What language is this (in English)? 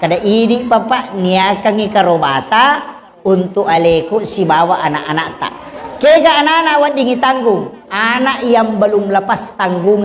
Buginese